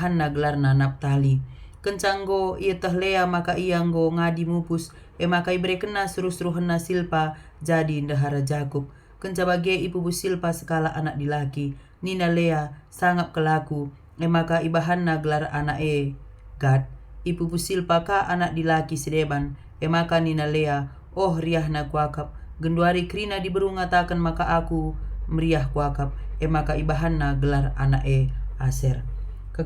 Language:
Batak Karo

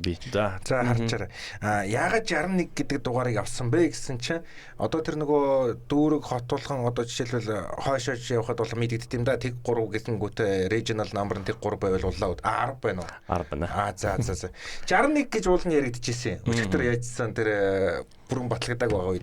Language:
Mongolian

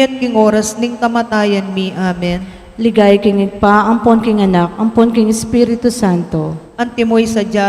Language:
Pampanga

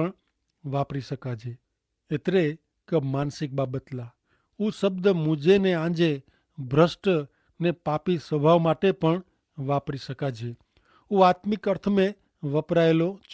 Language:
Kachhi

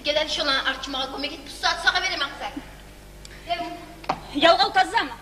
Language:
Kumyk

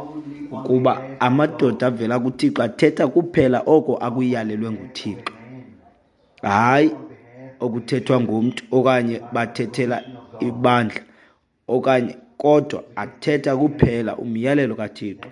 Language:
Xhosa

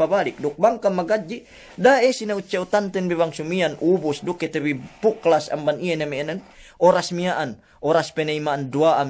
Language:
Yakan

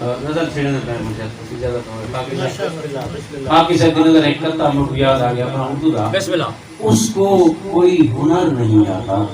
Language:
Saraiki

